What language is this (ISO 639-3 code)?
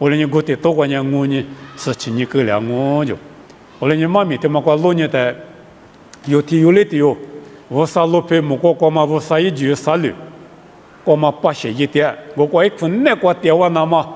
lis